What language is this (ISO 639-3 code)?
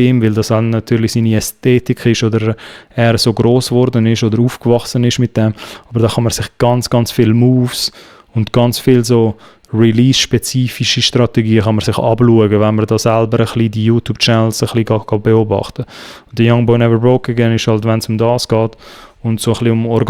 gsw